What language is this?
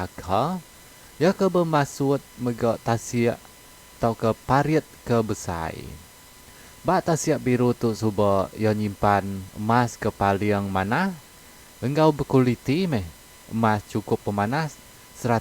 Iban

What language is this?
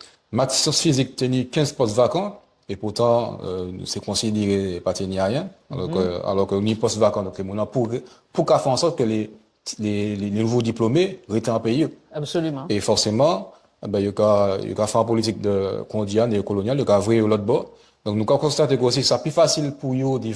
Guadeloupean Creole French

